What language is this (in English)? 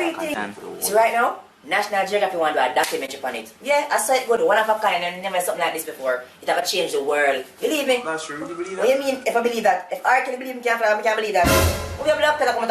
Jamaican Creole English